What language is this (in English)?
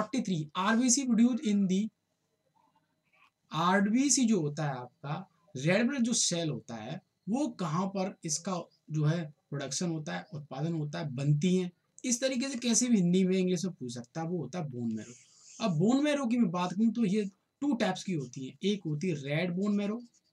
Hindi